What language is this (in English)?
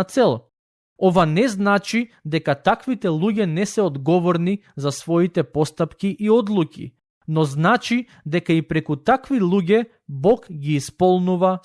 Macedonian